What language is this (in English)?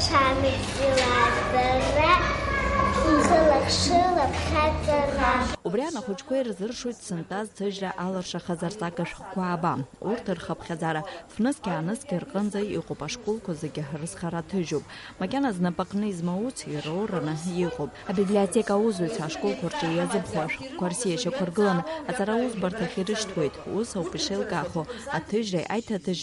Abkhazian